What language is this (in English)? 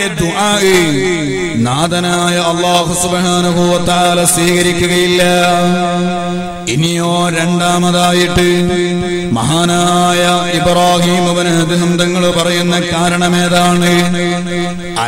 Malayalam